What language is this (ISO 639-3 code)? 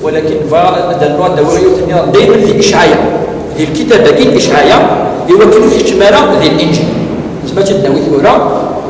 kab